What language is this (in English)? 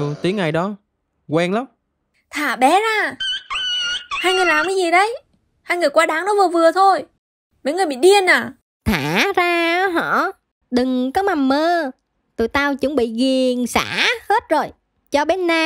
Vietnamese